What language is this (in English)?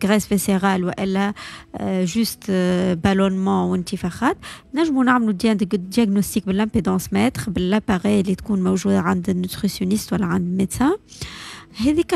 Tunisian Arabic